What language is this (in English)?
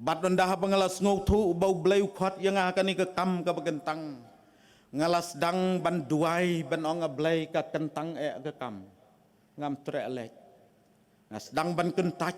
Khasi